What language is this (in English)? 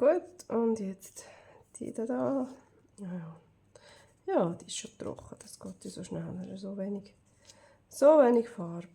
Swiss German